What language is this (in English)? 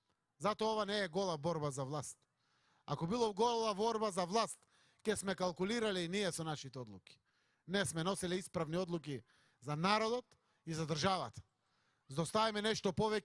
Macedonian